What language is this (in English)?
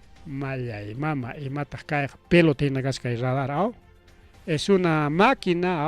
Ayacucho Quechua